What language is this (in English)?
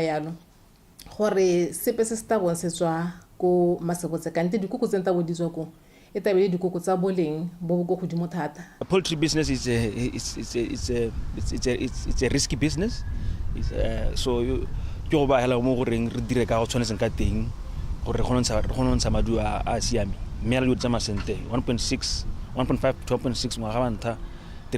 Tswana